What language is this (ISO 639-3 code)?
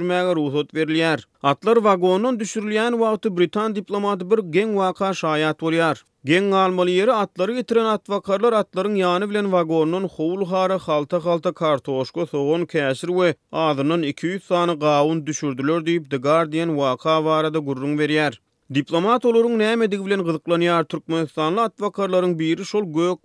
tuk